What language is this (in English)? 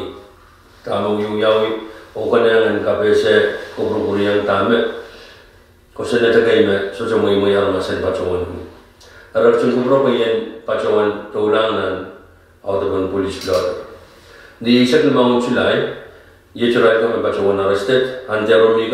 Pohnpeian